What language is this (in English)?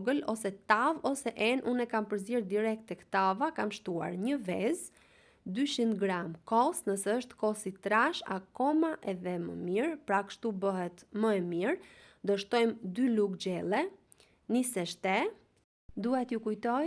Albanian